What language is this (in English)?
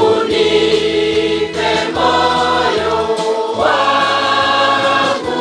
Gusii